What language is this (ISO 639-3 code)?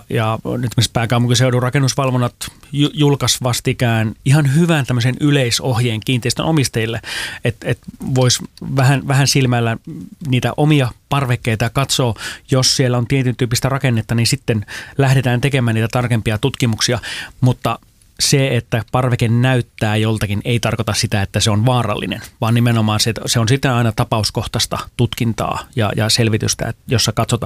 fin